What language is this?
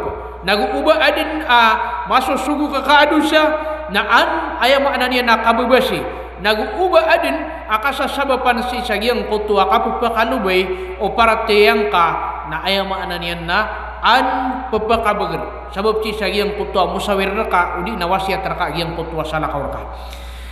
Maranao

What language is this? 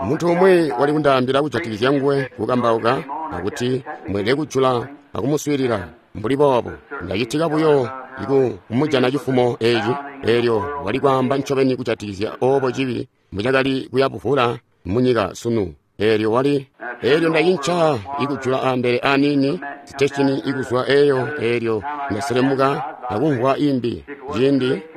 Tonga (Zambia)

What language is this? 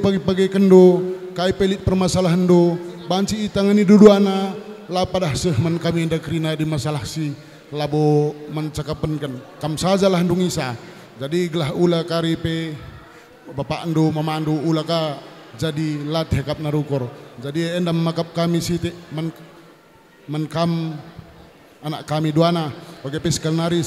Batak Karo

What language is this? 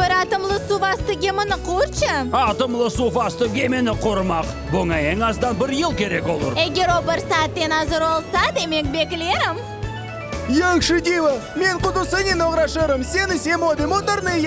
Crimean Tatar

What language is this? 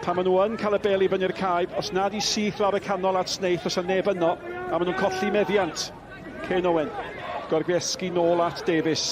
Welsh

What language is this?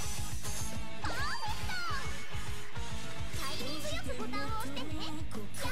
Japanese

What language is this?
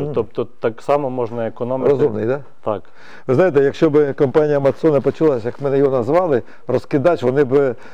Ukrainian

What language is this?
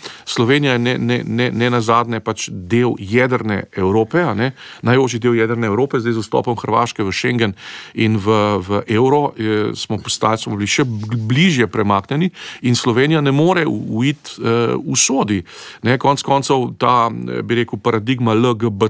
Slovenian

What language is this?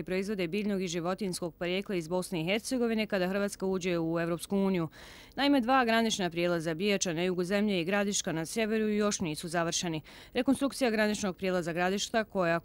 Bosnian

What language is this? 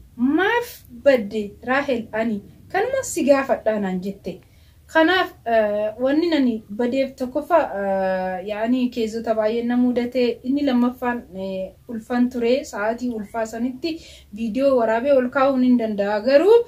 Oromo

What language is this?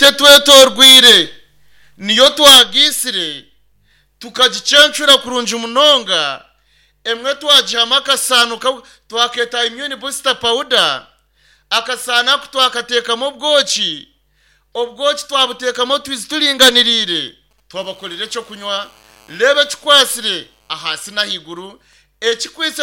Nyankole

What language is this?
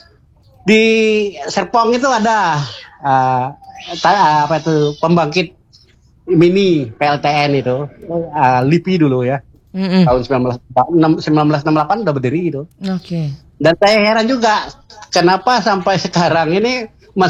Indonesian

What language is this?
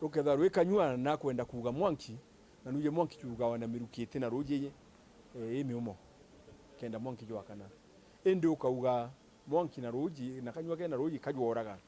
Meru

